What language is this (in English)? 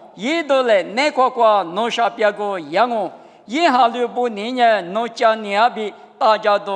Lisu